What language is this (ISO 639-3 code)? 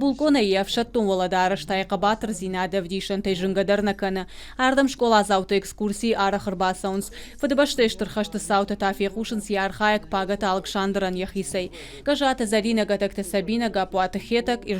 oss